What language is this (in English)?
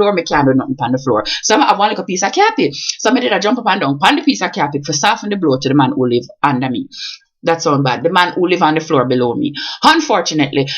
Jamaican Creole English